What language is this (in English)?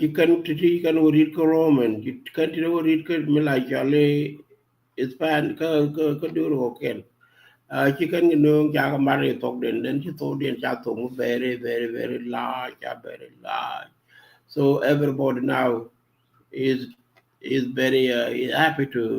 Nuer